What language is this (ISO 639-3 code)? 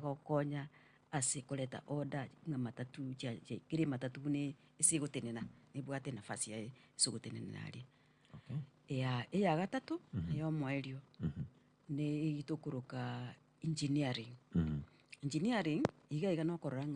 guz